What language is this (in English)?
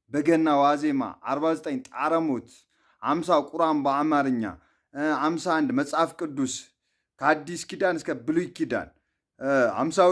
Amharic